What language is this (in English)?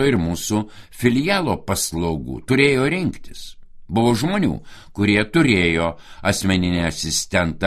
Lithuanian